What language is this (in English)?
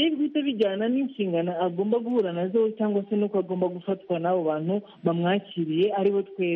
Kinyarwanda